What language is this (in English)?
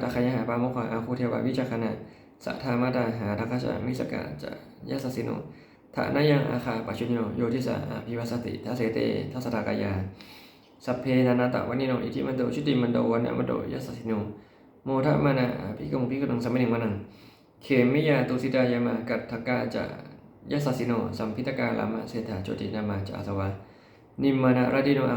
Pali